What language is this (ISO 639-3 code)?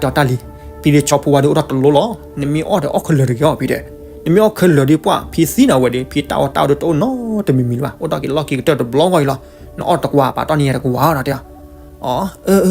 ksw